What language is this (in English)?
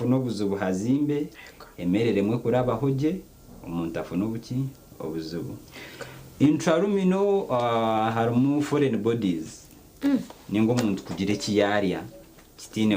Nyankole